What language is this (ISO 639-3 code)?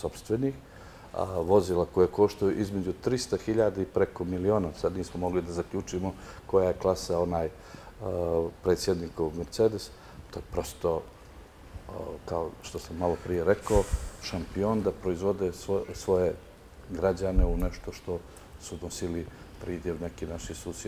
bos